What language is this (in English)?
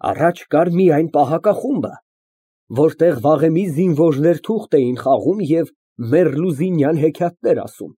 Armenian